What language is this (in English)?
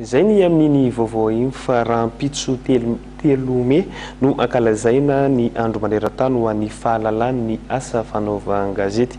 Malagasy